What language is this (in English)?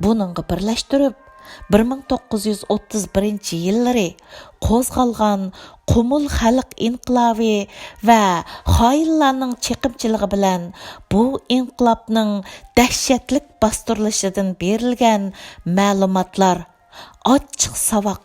Uyghur